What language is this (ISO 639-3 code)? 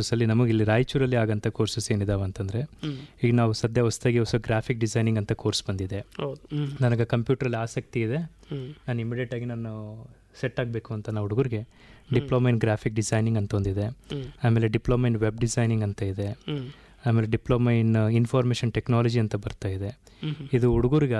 kan